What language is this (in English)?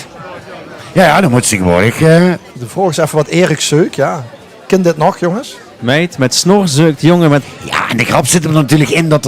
Limburgish